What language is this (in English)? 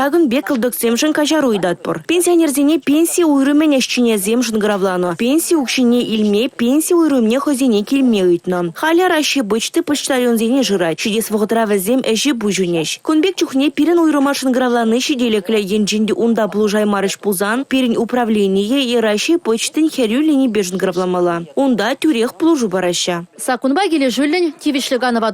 Chuvash